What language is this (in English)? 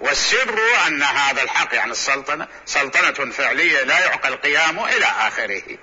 Mesopotamian Arabic